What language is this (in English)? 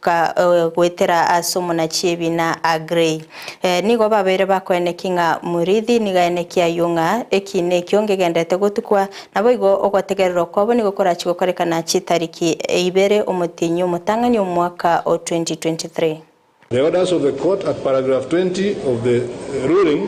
Gusii